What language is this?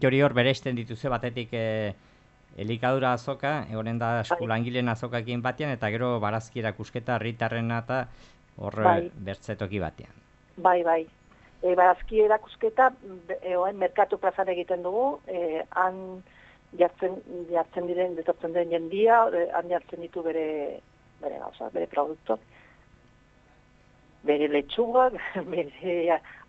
Basque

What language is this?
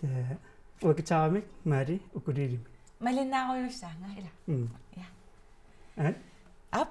Kalaallisut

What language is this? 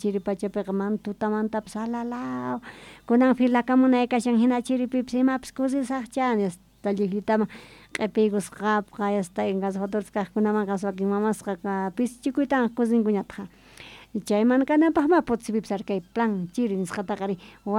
South Bolivian Quechua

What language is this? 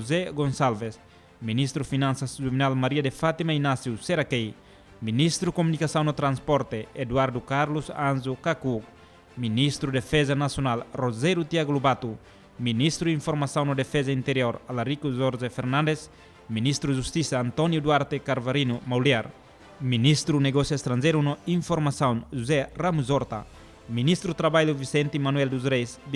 Tetum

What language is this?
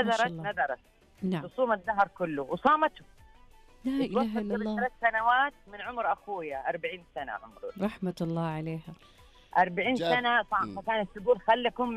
Najdi Arabic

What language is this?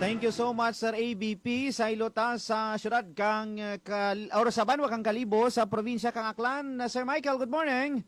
Hiligaynon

